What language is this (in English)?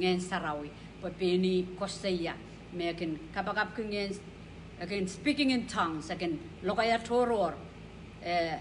Pohnpeian